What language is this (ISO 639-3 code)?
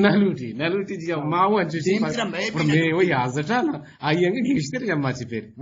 bgp